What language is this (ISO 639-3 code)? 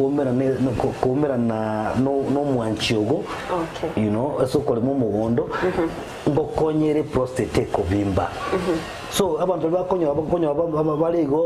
guz